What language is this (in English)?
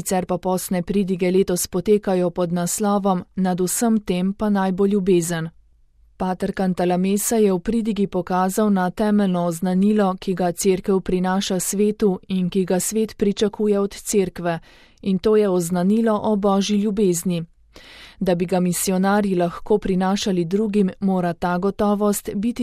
Slovenian